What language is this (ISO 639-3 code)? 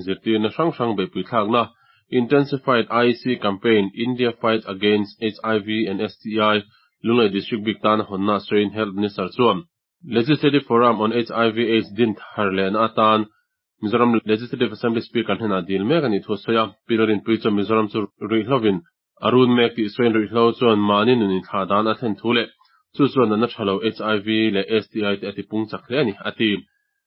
lus